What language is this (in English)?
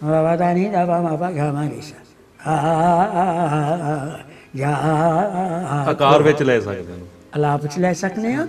Punjabi